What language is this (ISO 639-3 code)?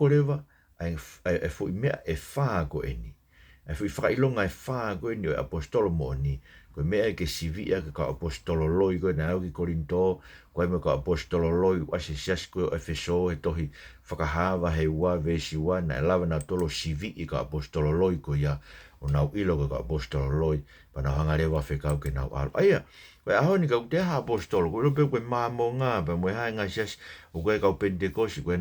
ton